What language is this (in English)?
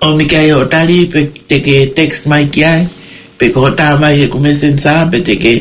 Tongan